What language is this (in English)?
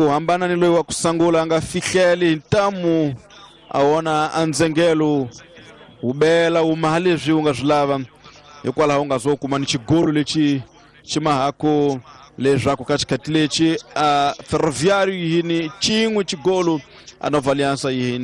Tsonga